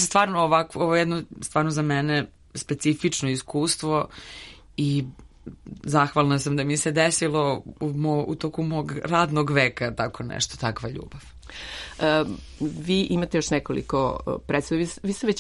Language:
Serbian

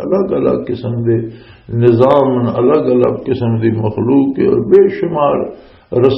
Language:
Western Panjabi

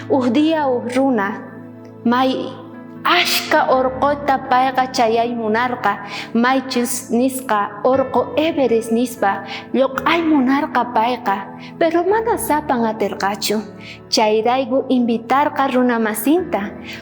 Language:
South Bolivian Quechua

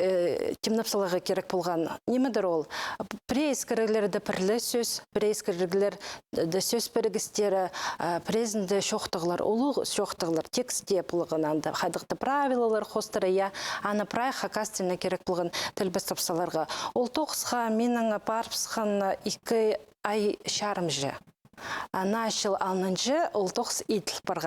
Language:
Khakas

